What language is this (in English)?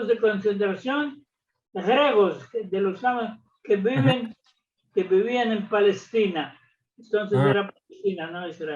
Ladino